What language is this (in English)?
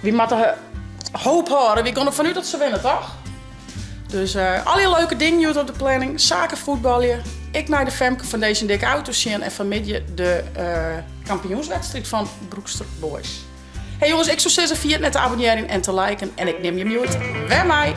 Western Frisian